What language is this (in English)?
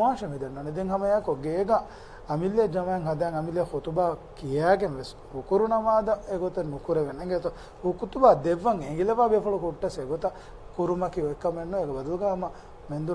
Divehi